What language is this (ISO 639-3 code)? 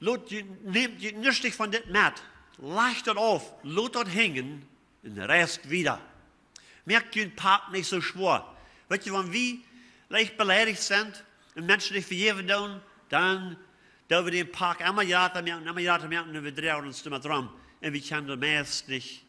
pdt